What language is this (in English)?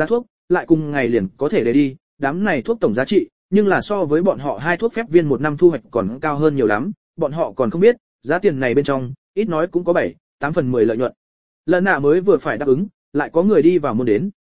Vietnamese